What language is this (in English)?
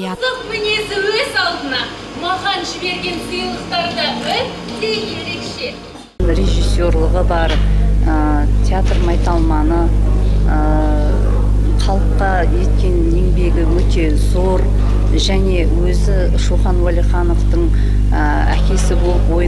Kazakh